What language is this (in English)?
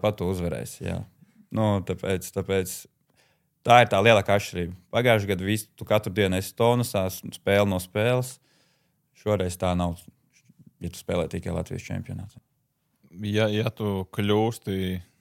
Latvian